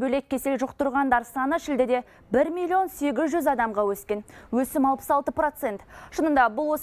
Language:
Kazakh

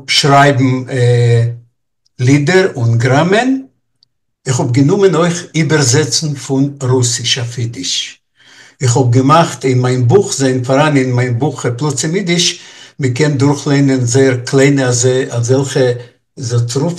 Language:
Yiddish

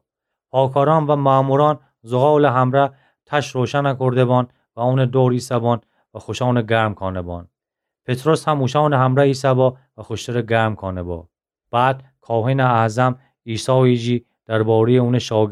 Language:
Gilaki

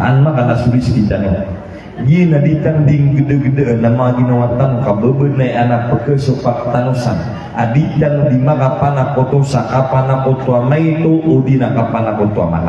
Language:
Maranao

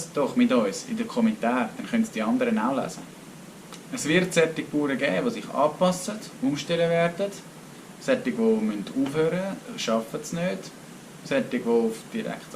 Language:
Swiss German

